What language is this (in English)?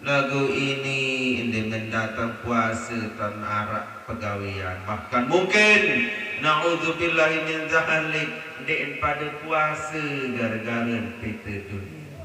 Sasak